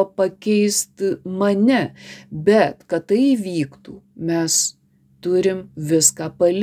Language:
Lithuanian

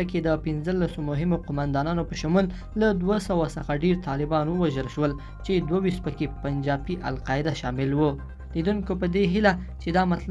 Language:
Pashto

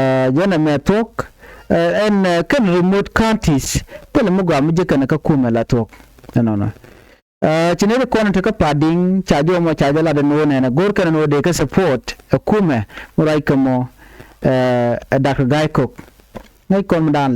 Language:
Nuer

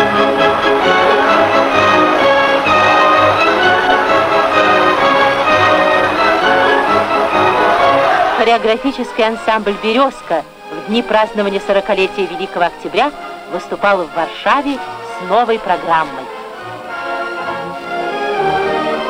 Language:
Russian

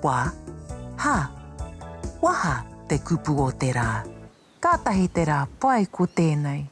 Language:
Māori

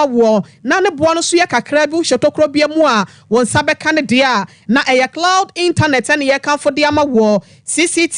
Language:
Akan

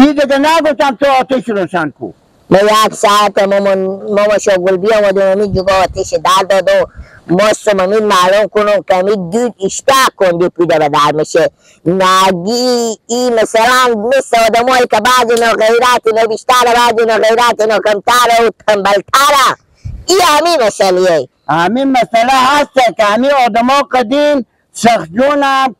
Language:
Persian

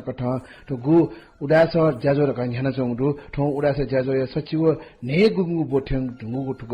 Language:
Newari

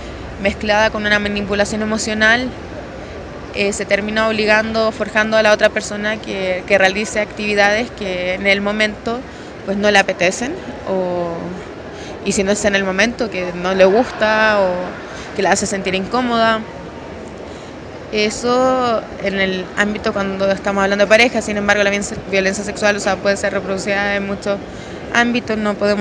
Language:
Spanish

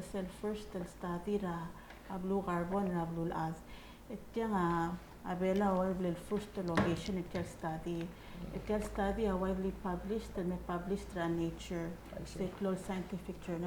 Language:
Palauan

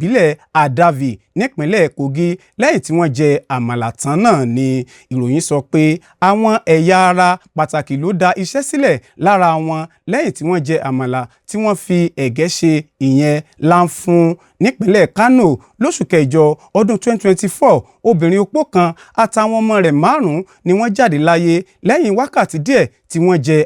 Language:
Yoruba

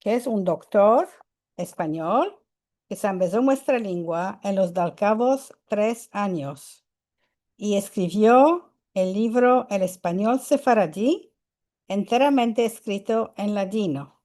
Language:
Ladino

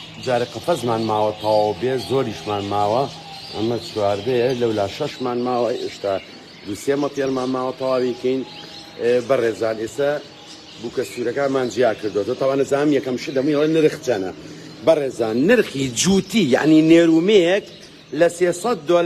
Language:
Central Kurdish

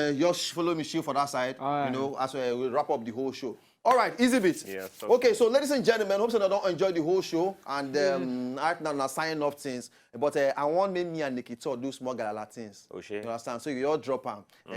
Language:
Nigerian Pidgin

